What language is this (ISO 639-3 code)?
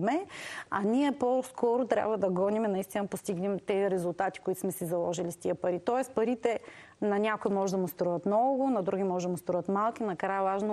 bul